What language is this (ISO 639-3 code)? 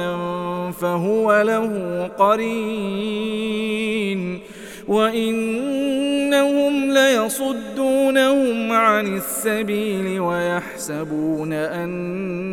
ara